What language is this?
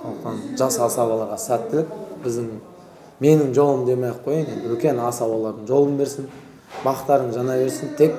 Kazakh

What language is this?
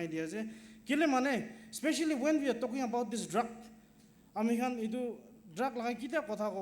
Naga Pidgin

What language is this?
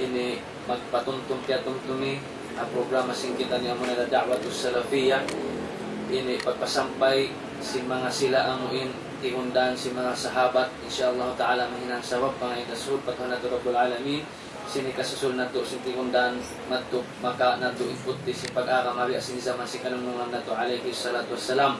Tausug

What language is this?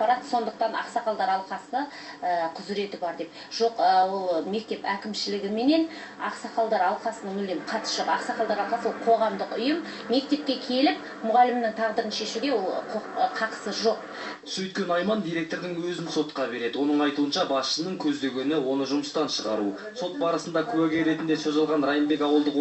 Kazakh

